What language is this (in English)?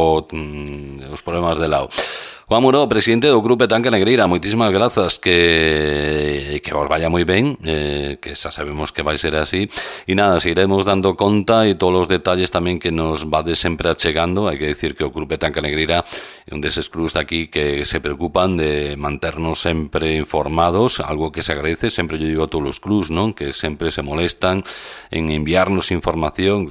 Galician